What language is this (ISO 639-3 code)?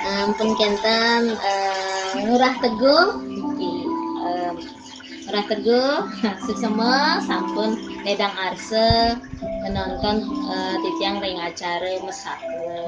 ban